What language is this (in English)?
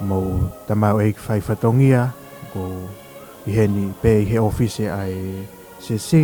Tongan